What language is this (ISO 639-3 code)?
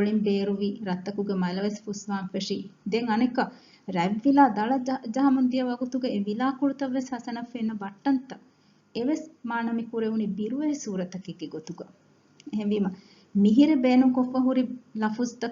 div